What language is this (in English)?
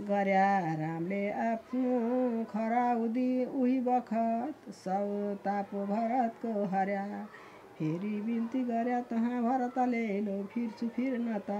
Nepali